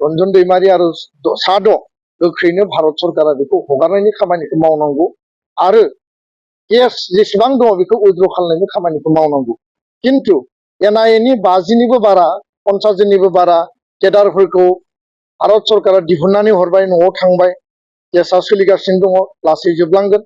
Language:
Bodo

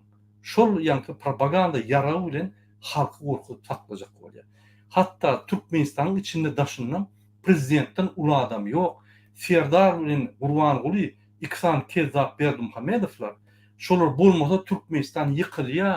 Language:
Turkmen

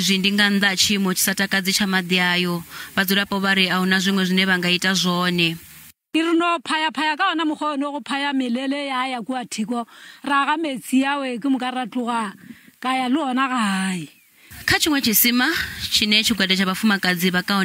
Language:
Venda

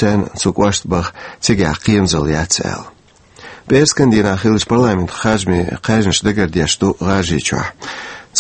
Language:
Chechen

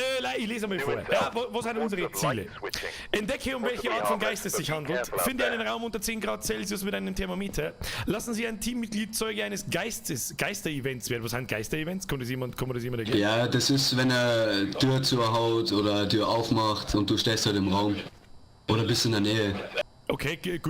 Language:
Bavarian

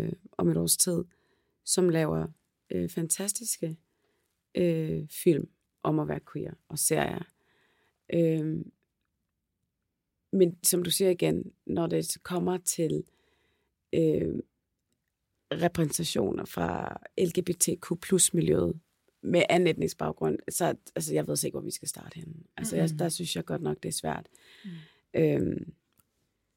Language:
Danish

